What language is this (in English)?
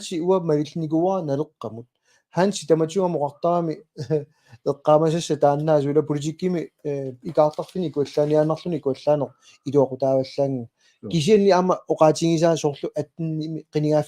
Kalaallisut